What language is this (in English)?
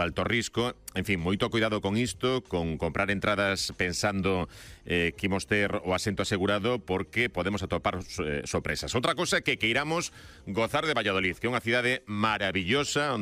Galician